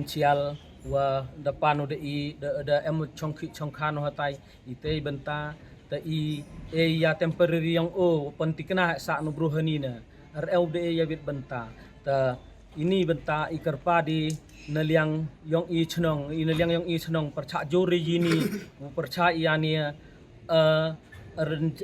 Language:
Pnar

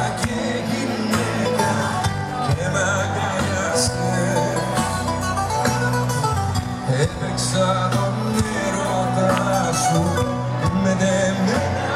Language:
Greek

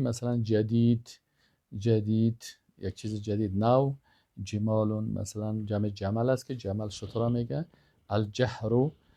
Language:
Persian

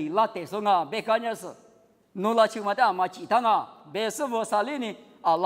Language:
Lisu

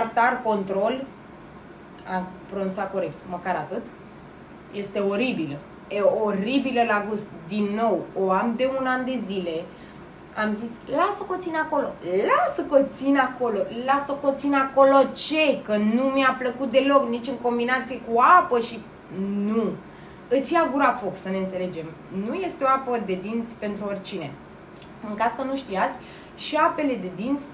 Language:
Romanian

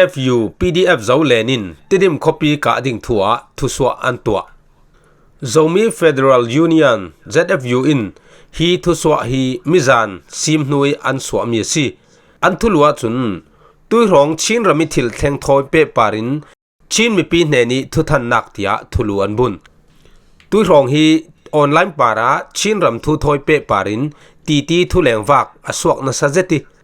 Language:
Falam Chin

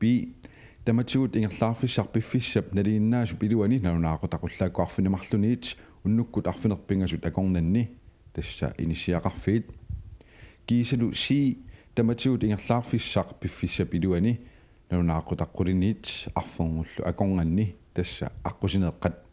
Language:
Kalaallisut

